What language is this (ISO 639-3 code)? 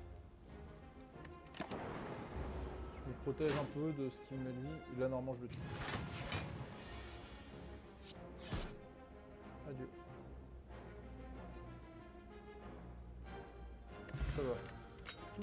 fra